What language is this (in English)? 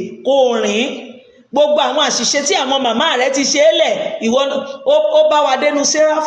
Yoruba